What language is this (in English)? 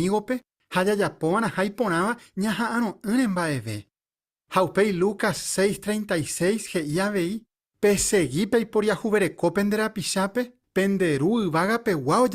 Guarani